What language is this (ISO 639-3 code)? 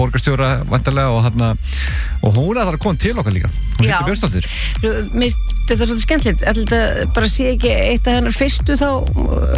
isl